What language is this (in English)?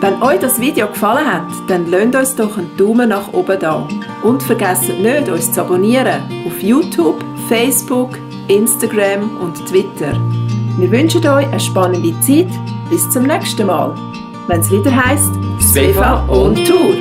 Swiss German